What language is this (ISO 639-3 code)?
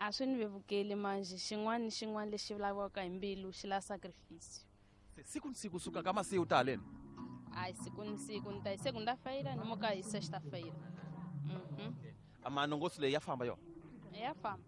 tso